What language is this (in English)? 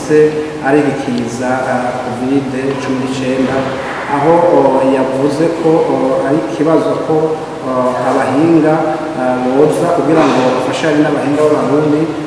Rundi